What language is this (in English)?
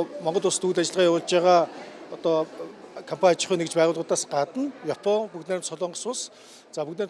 Mongolian